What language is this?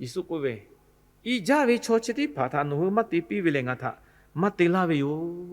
Lahu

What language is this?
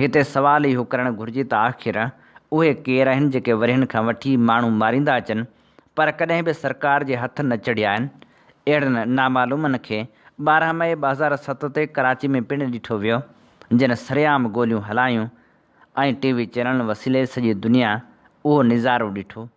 Sindhi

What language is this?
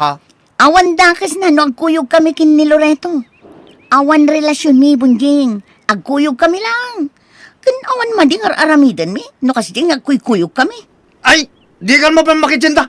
Iloko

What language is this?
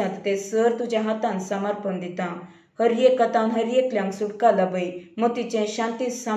Konkani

